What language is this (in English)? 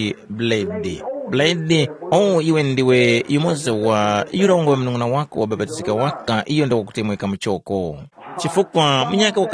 Tumbuka